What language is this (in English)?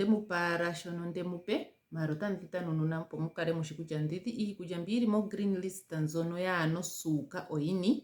Ndonga